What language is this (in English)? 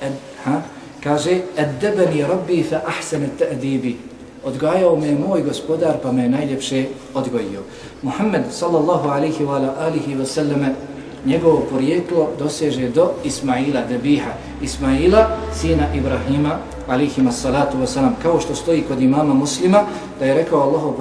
Bosnian